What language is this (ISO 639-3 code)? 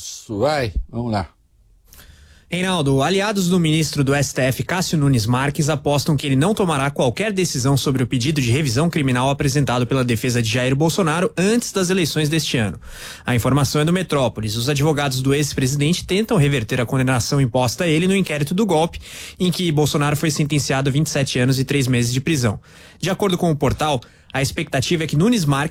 por